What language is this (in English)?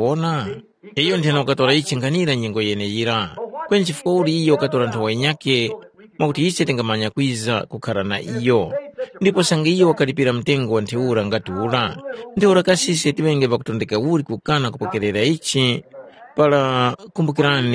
Tumbuka